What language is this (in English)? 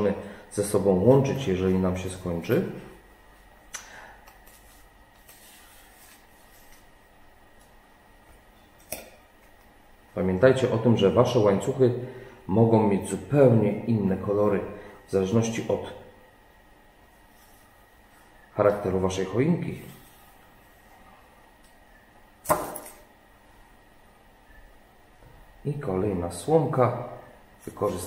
Polish